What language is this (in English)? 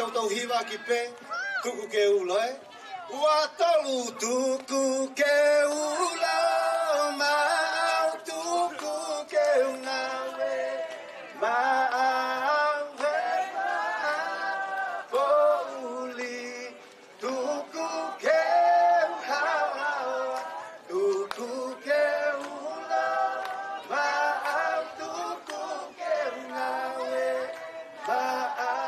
Tongan